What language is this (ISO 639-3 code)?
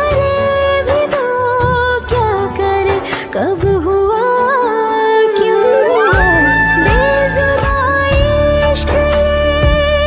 hin